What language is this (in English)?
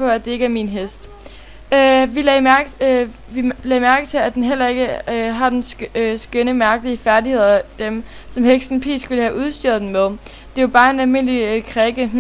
Danish